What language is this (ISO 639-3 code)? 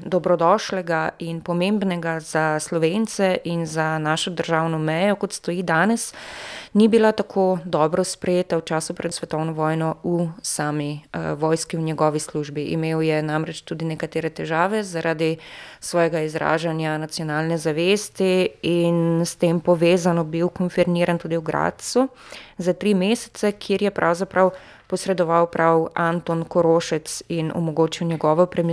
slv